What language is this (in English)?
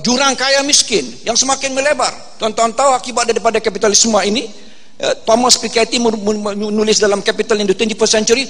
Malay